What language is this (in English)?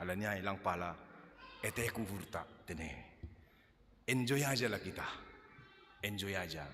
Batak Simalungun